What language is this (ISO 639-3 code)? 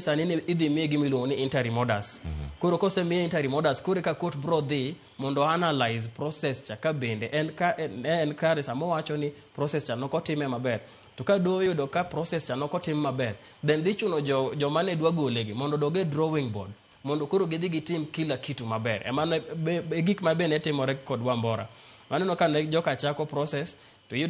luo